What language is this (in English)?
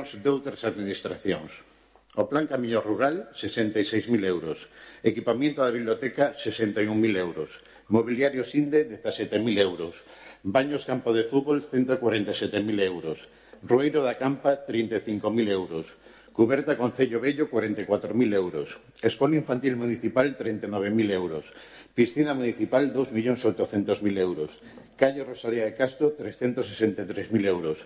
Galician